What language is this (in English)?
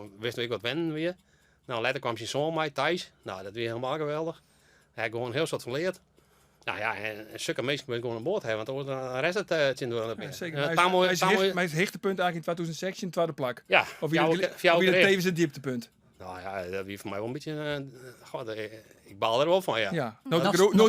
Western Frisian